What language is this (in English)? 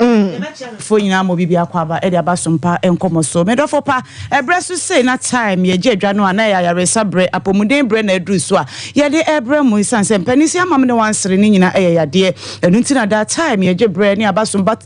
Akan